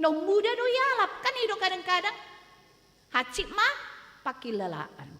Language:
Batak Toba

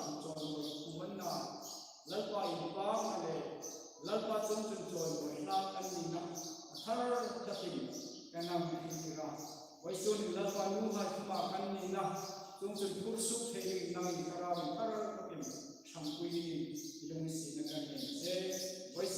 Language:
Hmar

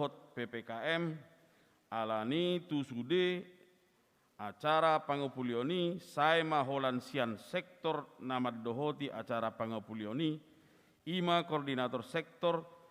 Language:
Batak Toba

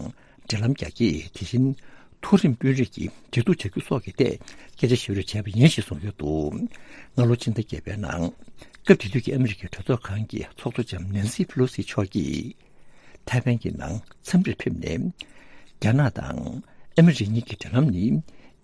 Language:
Tibetan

